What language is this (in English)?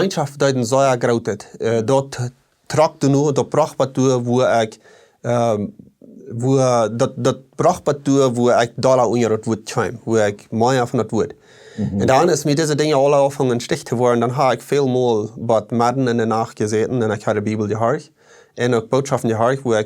Plautdietsch